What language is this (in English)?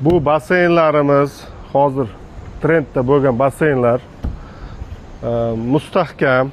Uzbek